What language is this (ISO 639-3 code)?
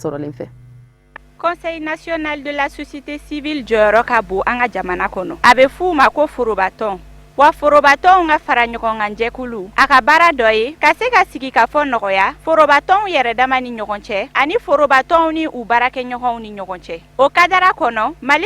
bam